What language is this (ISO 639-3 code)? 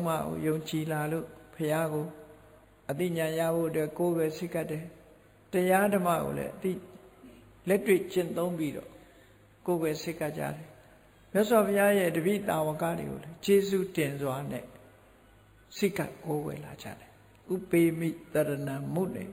mya